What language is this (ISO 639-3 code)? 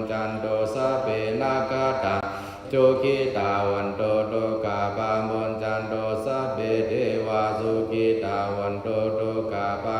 pli